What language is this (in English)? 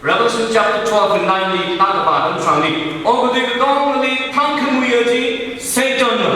Tangkhul Naga (India)